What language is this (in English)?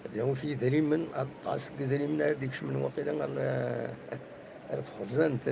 Kabyle